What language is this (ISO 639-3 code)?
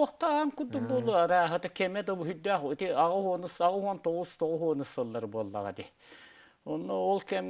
sah